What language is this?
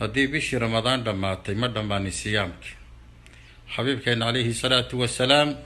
Somali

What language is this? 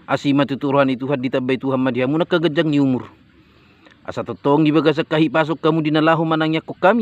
Batak Toba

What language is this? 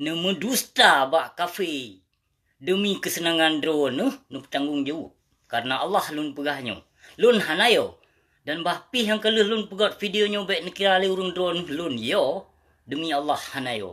Achinese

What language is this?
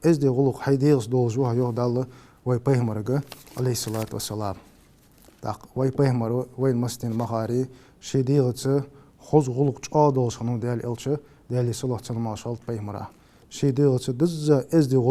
Ingush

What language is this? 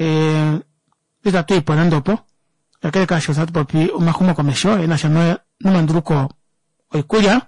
Kuanyama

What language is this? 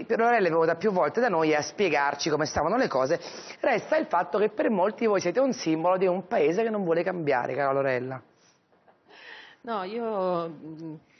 Italian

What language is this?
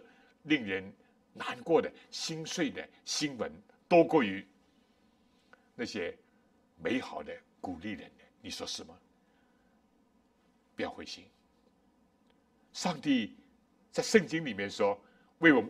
Chinese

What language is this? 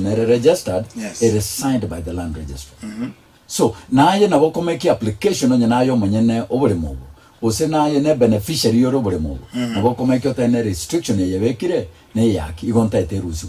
Gusii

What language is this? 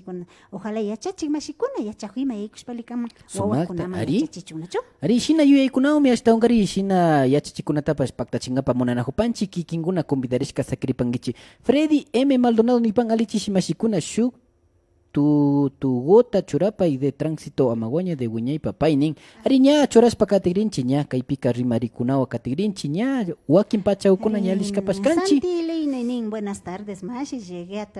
Imbabura Highland Quichua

